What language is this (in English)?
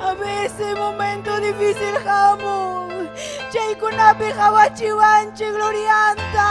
Ayacucho Quechua